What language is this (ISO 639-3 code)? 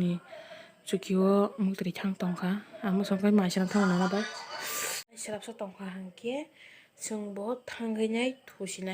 trp